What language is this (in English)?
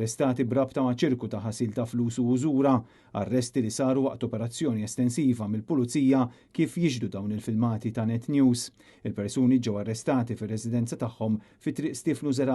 Maltese